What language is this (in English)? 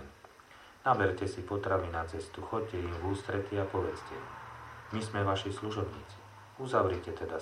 Slovak